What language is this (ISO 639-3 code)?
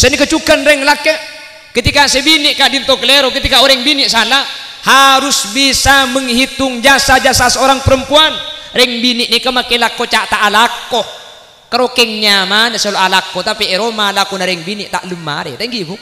mad